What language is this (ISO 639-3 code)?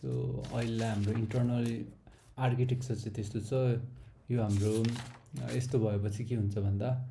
nep